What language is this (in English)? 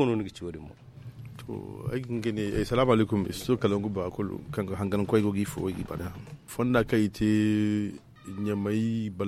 Zarma